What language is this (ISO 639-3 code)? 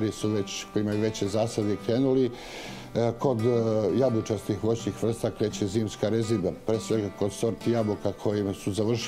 srp